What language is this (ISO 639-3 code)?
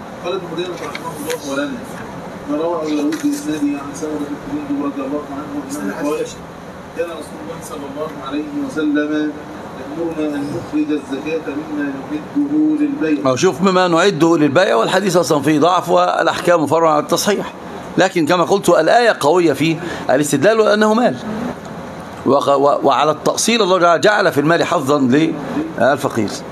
ara